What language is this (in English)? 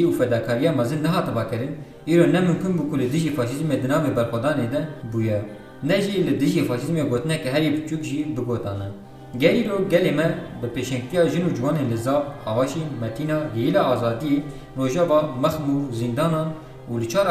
Kurdish